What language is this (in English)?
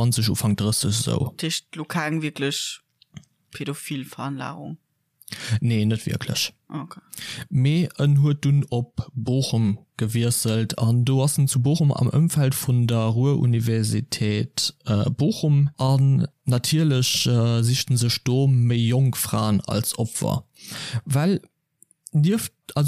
Luxembourgish